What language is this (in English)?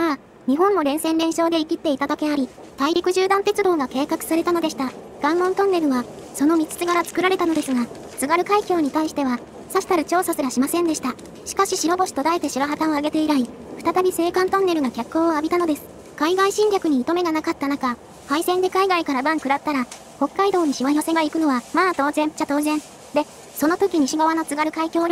Japanese